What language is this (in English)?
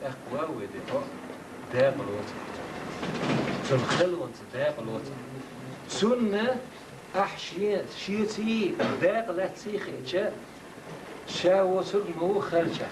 Chechen